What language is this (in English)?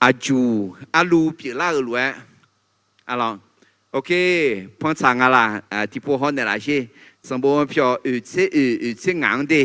Akha